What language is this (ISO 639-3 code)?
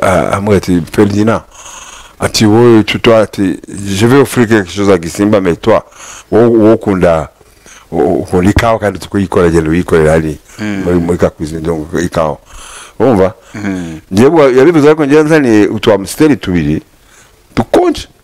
kin